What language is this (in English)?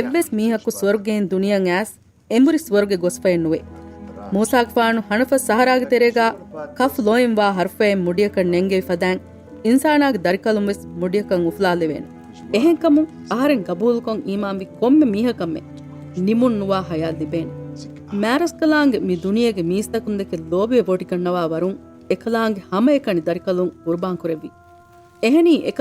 Divehi